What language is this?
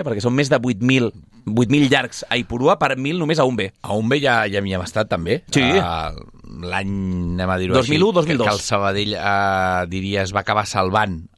Catalan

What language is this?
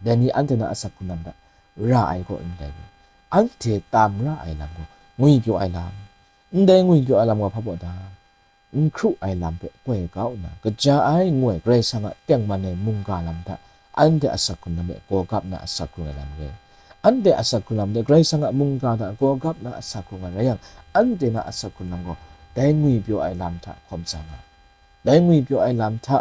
Kachin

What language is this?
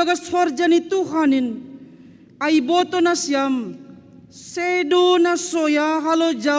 Batak Simalungun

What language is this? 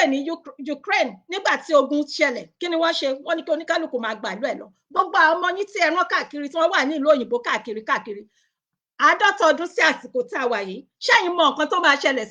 Yoruba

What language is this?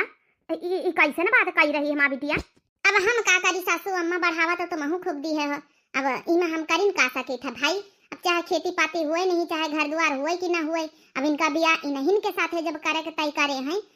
Awadhi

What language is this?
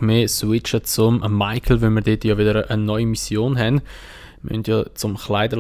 Swiss German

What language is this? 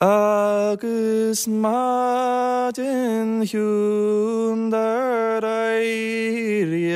Irish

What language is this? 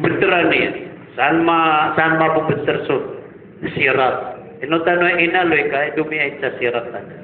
Maranao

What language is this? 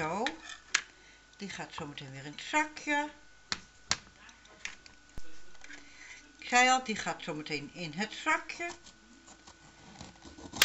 Dutch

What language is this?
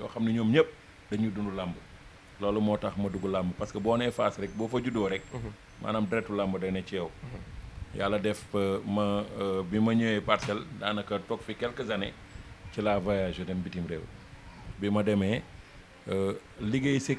Wolof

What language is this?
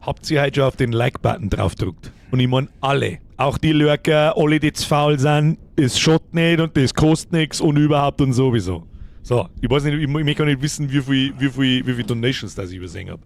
Bavarian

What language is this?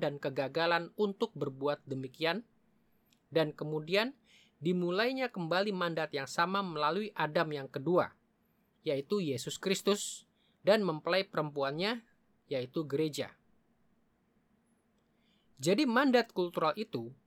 Indonesian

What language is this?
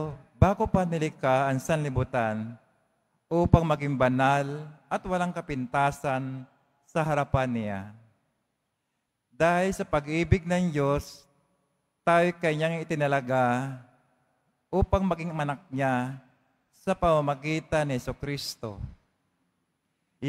Filipino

